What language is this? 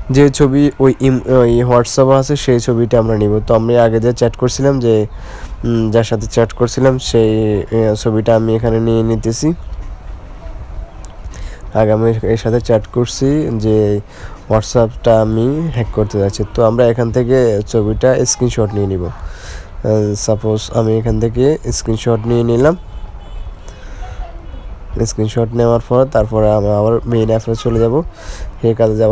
Bangla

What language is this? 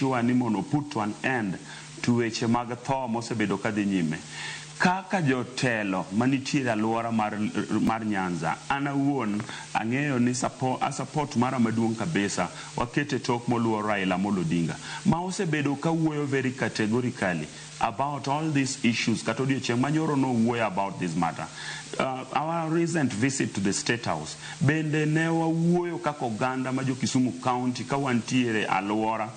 Luo (Kenya and Tanzania)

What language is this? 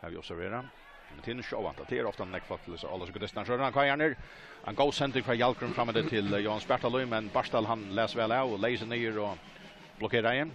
Faroese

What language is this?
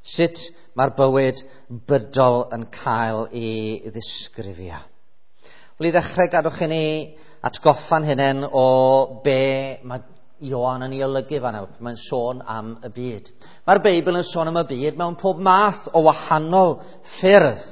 Welsh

